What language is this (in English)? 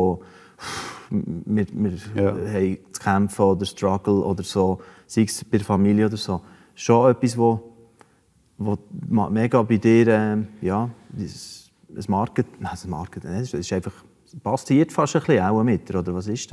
Swiss German